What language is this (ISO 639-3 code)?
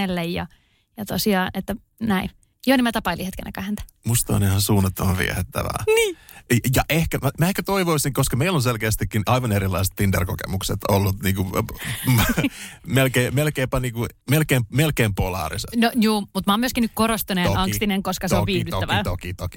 fin